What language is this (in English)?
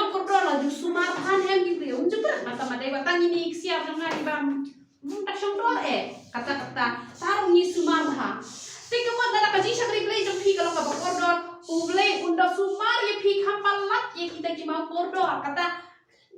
Khasi